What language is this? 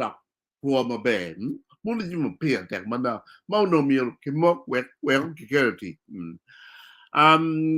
Acoli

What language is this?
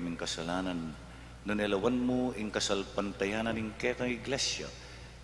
Pampanga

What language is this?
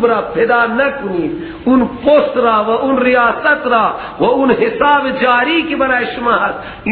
Persian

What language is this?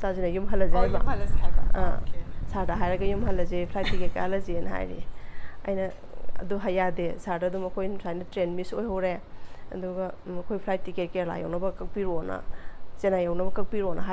Manipuri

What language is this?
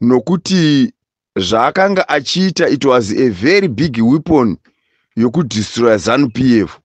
Shona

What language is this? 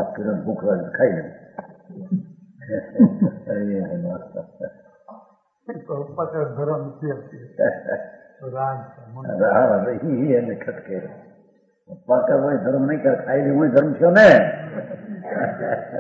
Gujarati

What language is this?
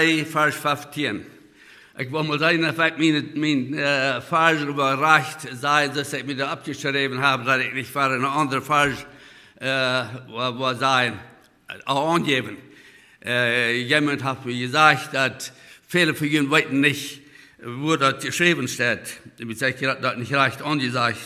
Plautdietsch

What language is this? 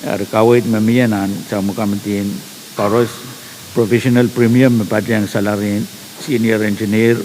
Pohnpeian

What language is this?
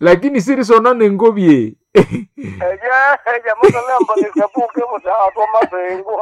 Nande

